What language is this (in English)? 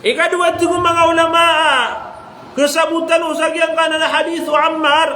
Maranao